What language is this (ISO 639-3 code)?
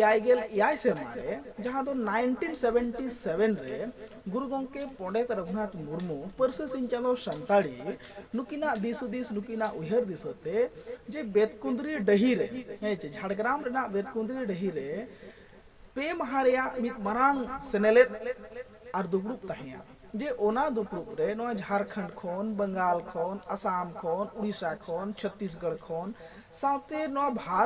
sat